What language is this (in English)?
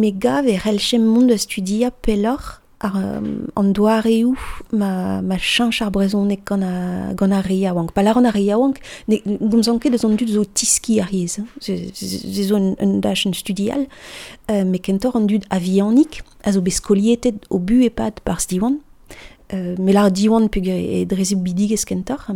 Breton